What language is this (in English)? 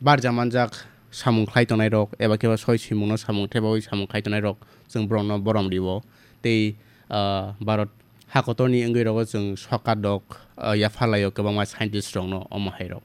Kok Borok